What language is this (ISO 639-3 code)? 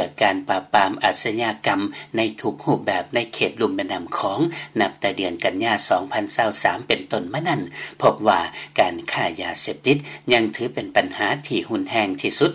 lao